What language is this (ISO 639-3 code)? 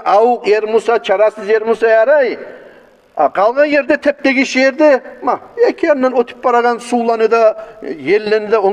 kum